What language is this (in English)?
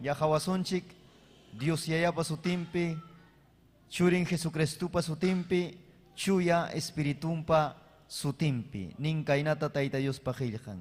Ayacucho Quechua